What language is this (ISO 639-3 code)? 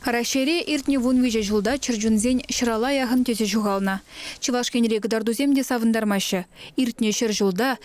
chv